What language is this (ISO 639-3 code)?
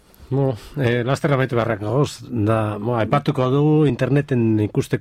eus